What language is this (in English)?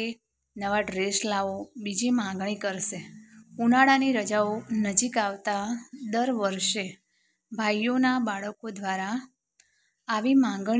Gujarati